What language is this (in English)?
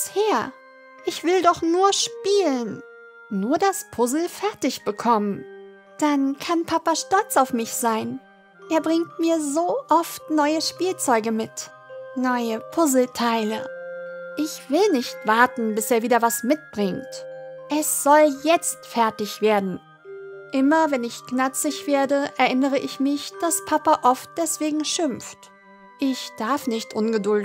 German